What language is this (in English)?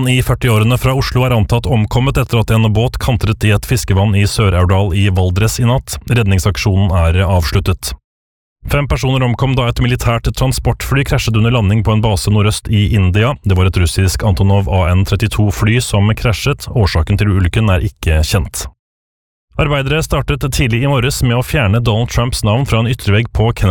Norwegian